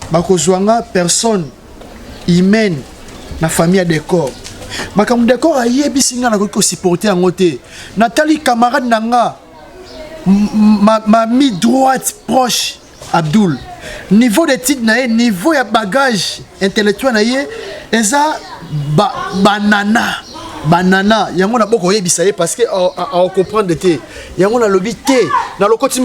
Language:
Lingala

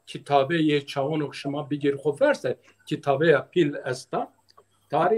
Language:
Zaza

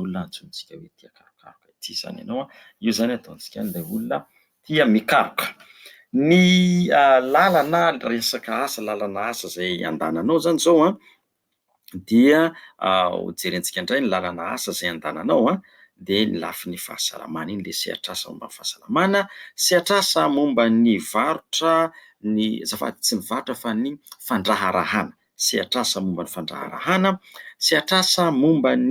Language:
Malagasy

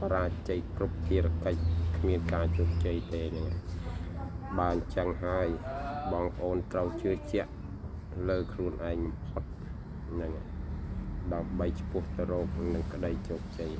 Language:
Khmer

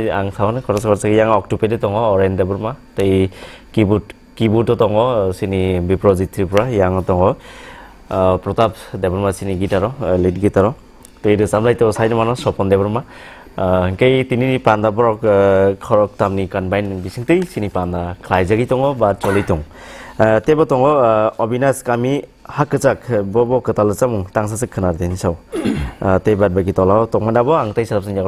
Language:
Kok Borok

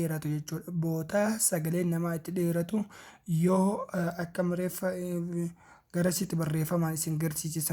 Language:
Oromo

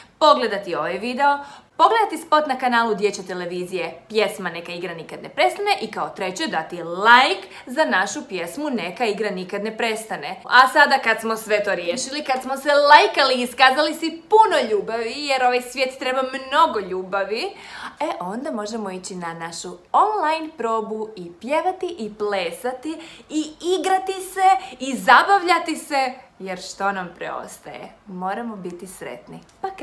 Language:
Croatian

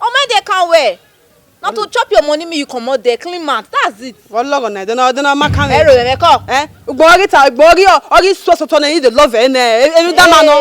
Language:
Bini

